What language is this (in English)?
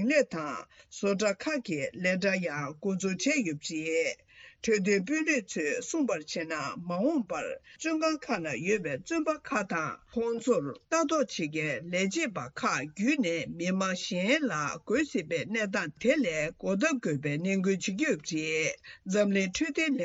Tibetan